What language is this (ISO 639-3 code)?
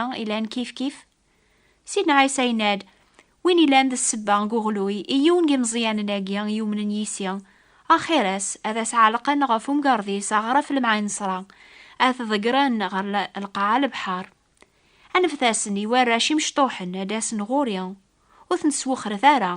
kab